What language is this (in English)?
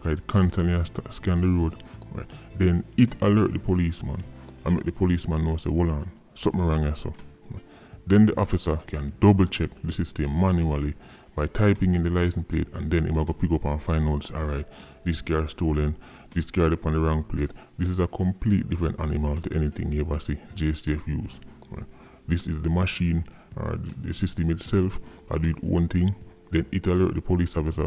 Jamaican Creole English